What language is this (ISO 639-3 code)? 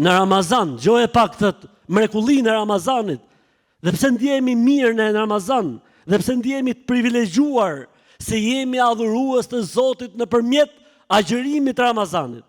sqi